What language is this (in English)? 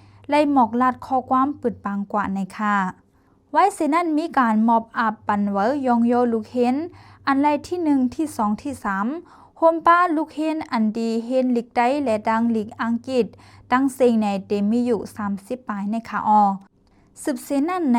Shan